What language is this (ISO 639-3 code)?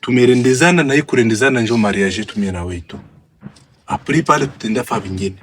swa